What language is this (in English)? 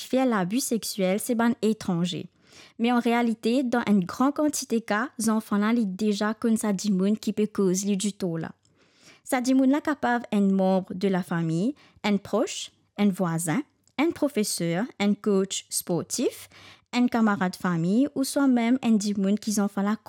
Morisyen